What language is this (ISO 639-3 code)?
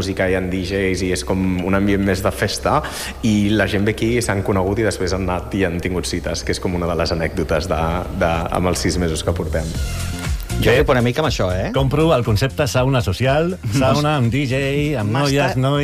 cat